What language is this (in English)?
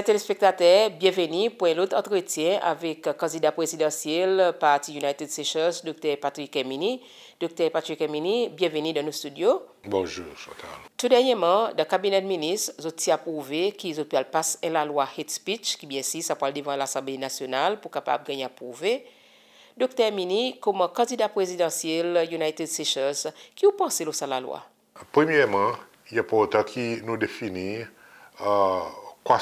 Seselwa Creole French